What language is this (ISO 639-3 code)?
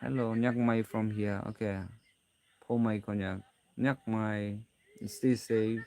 nag